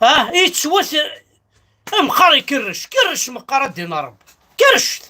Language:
Kabyle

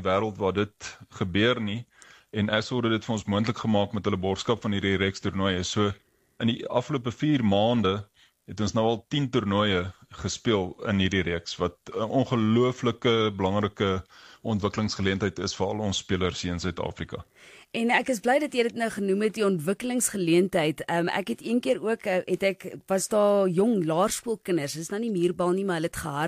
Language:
Afrikaans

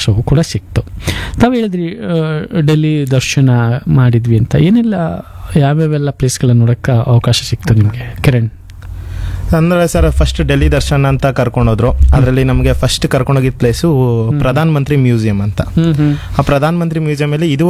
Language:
Kannada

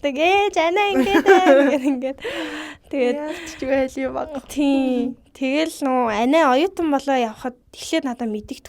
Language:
Mongolian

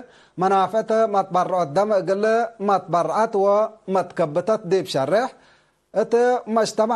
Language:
Tigre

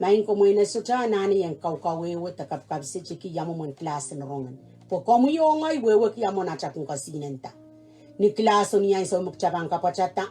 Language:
Pohnpeian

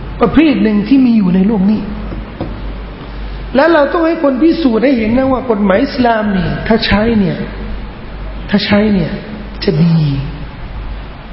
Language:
Thai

